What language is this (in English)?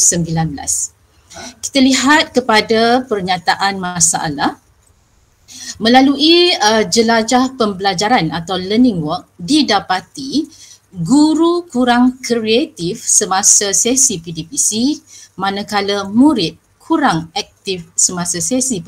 Malay